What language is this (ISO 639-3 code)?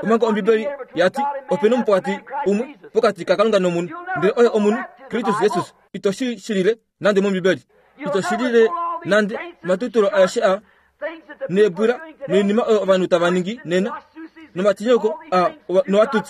kua